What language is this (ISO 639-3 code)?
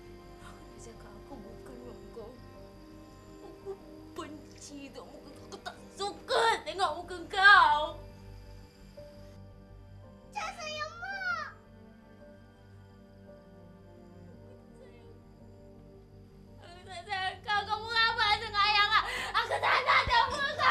msa